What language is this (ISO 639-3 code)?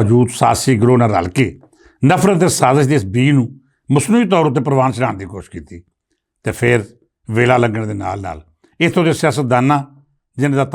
lah